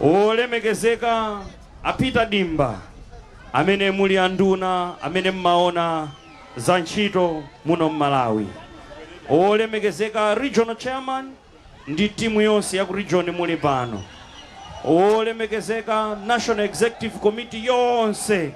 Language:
Nyanja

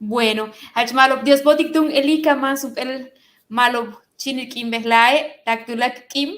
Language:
Yucateco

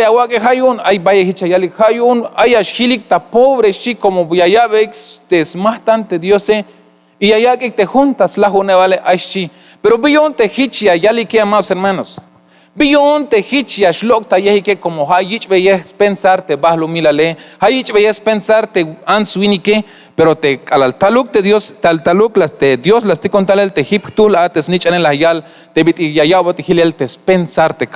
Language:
Tzeltal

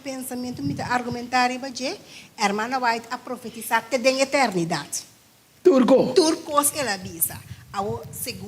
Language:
Papiamento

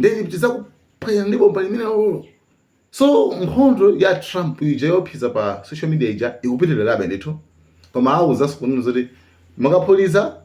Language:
Nyanja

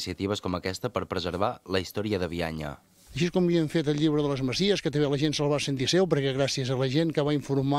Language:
Catalan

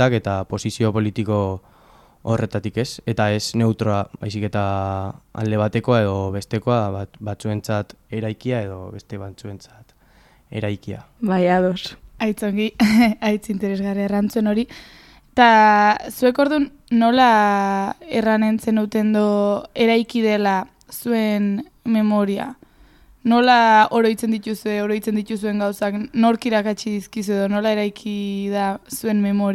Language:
Basque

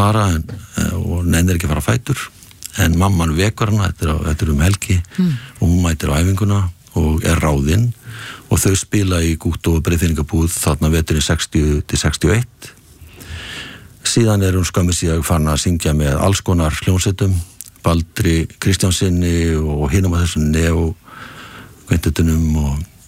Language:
Icelandic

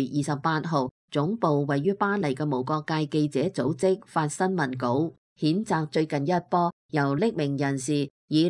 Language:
Cantonese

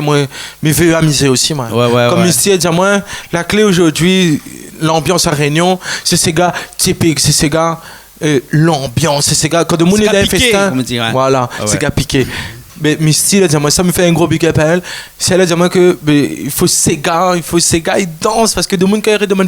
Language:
Réunion Creole French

